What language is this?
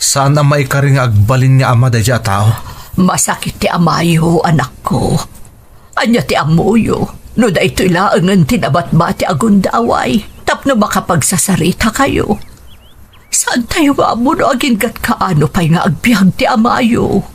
Iloko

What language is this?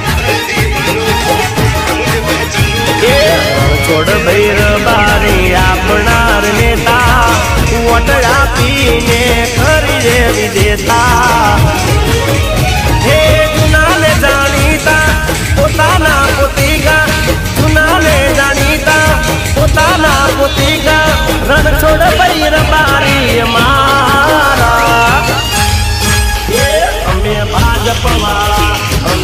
Gujarati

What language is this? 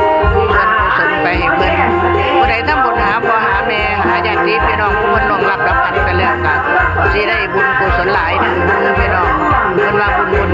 Northeastern Thai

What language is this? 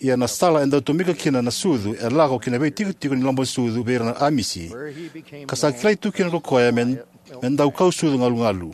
Fijian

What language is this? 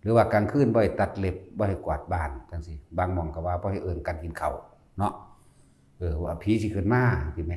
Northeastern Thai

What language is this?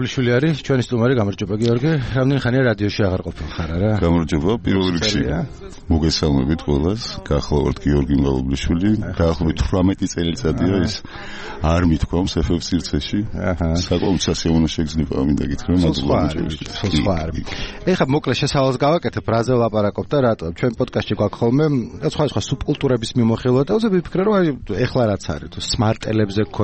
Georgian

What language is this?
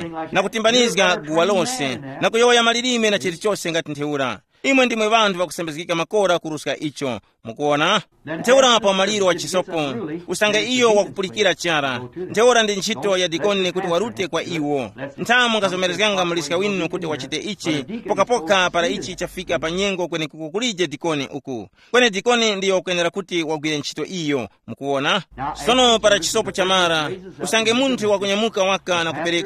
Tumbuka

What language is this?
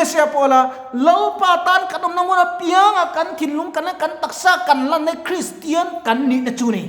Mizo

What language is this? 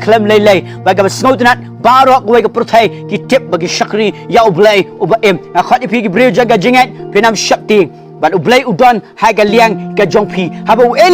Khasi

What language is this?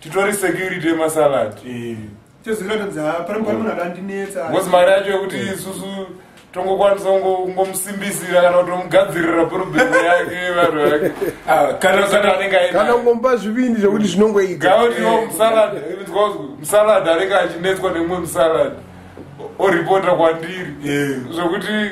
Shona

